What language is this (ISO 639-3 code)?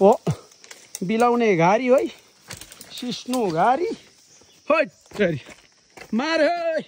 nep